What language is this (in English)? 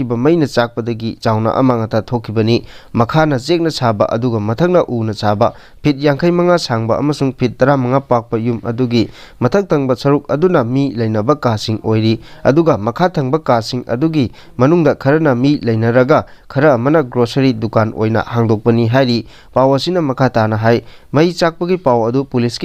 Manipuri